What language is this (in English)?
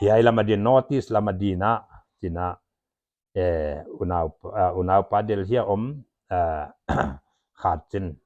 Paite Chin